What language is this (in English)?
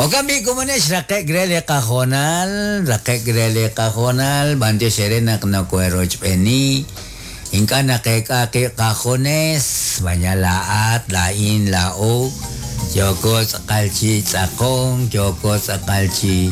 Kekchí